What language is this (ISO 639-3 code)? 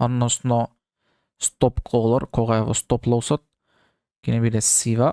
mkd